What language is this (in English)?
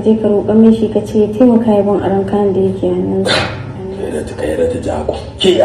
Hausa